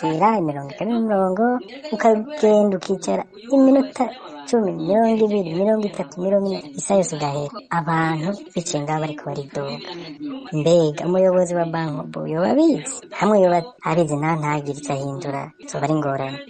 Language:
Rundi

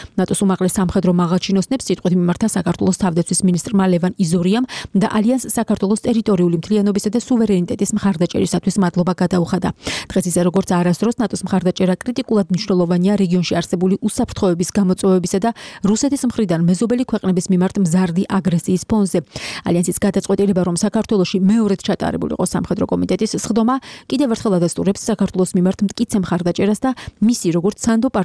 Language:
Georgian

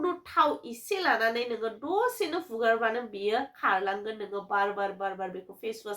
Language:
Bodo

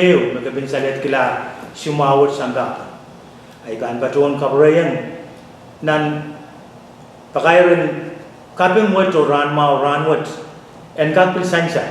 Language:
Pohnpeian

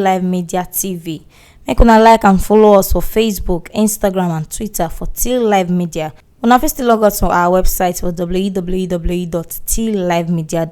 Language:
Nigerian Pidgin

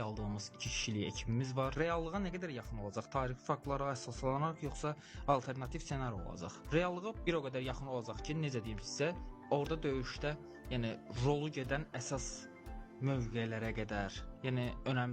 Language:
Azerbaijani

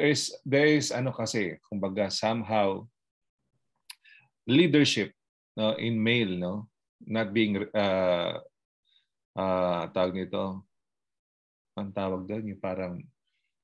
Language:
Filipino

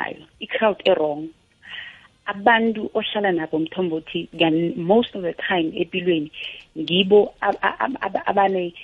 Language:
South Ndebele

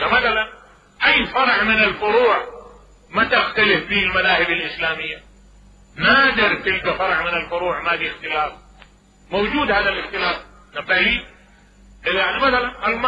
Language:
Mesopotamian Arabic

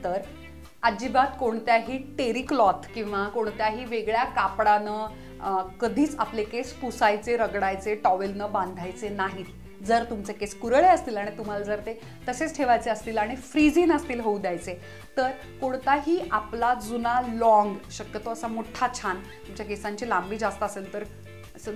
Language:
Marathi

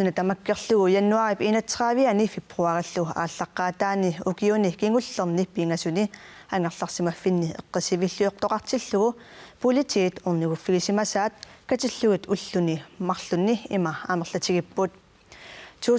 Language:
Kalaallisut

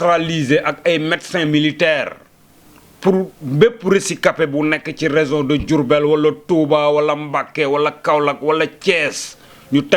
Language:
Wolof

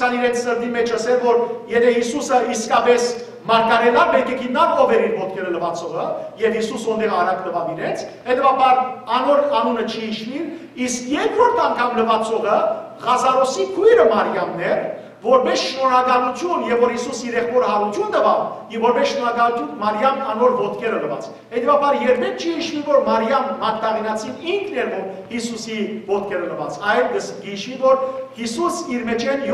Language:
Western Armenian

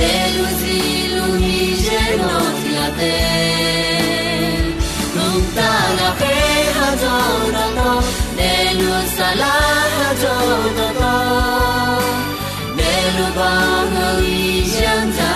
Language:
Akha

